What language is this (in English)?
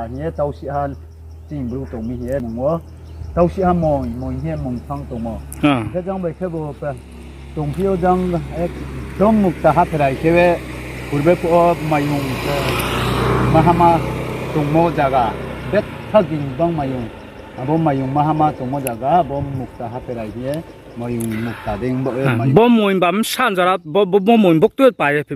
Riang (India)